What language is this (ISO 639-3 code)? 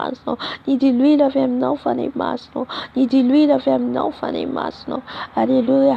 mlg